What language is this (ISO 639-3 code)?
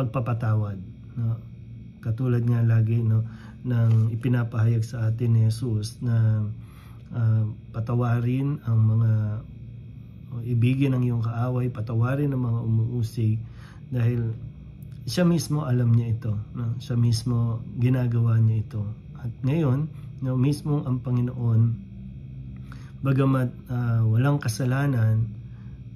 fil